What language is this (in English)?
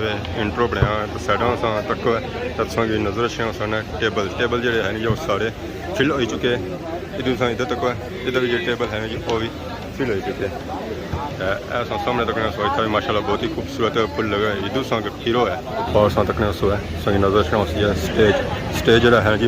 Pahari-Potwari